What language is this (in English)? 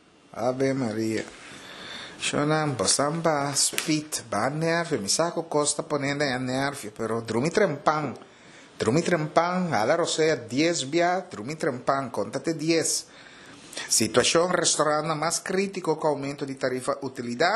Papiamento